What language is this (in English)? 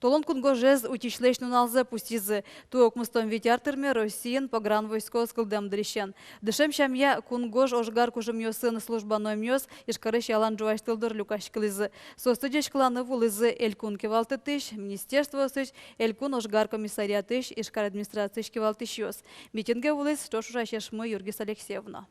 Udmurt